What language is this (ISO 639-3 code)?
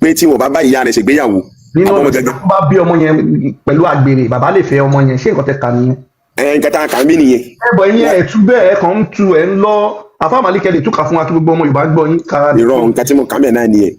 yor